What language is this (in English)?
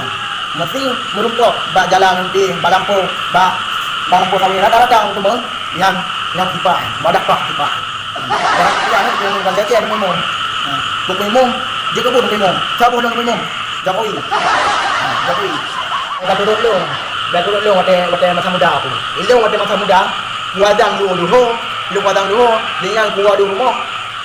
Achinese